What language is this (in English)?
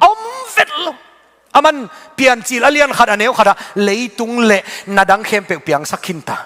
Tedim Chin